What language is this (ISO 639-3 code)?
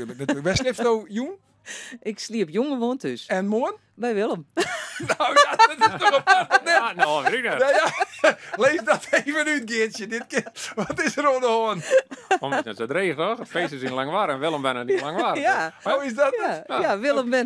fry